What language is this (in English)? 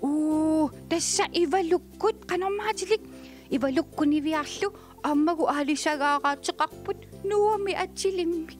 Kalaallisut